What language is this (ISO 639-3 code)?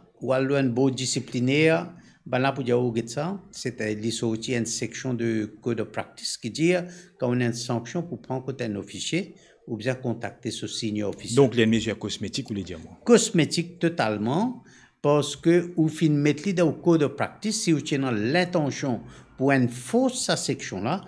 mfe